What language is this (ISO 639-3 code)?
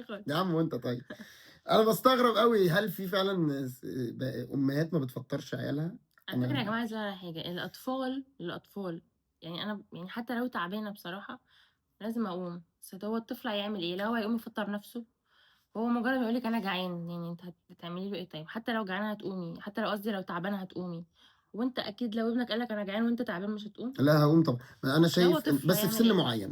arz